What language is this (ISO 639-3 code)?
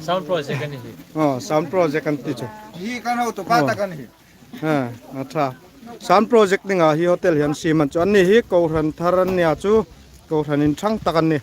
hmr